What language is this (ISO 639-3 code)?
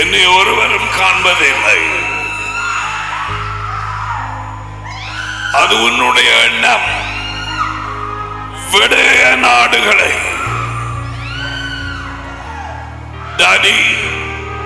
tam